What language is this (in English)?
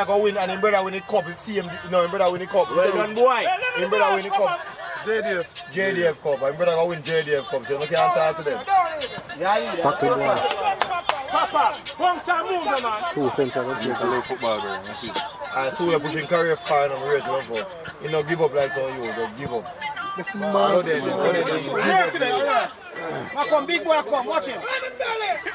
Jamaican Creole English